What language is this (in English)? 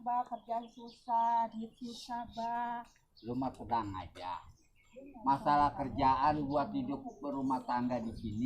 Betawi